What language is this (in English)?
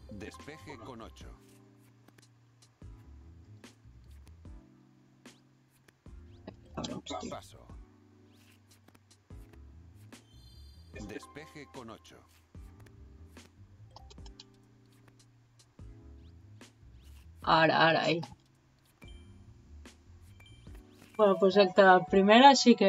Catalan